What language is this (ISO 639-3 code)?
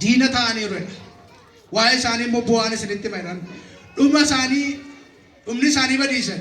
orm